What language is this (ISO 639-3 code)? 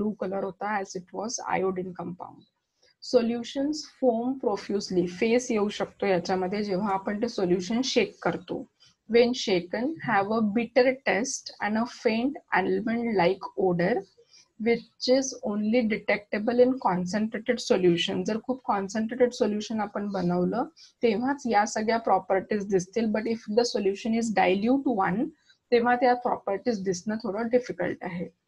mar